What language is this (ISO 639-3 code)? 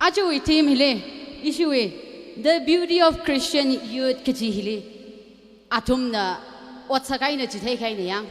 nmf